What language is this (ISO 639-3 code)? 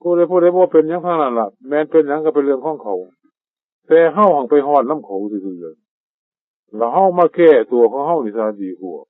tts